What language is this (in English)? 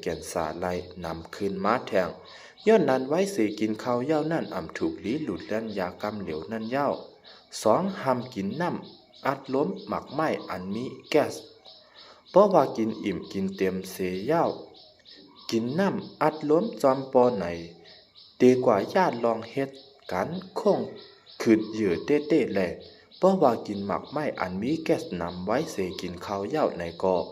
Shan